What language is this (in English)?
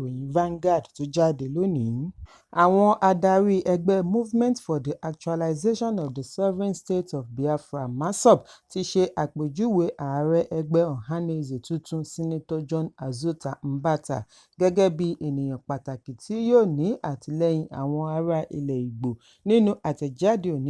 Yoruba